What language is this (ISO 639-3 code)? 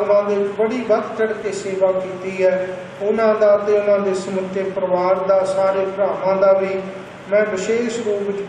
pan